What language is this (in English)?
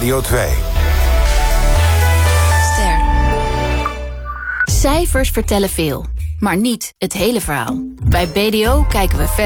Dutch